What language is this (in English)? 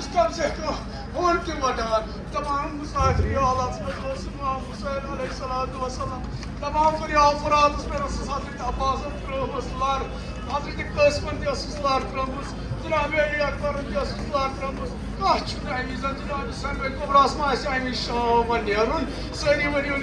Kashmiri